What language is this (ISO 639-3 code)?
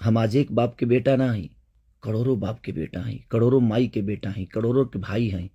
bho